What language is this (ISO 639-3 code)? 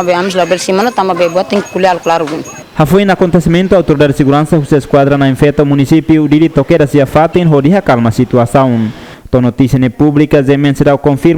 tet